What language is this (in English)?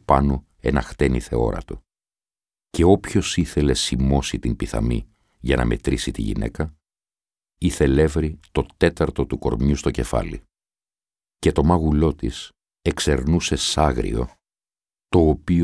Greek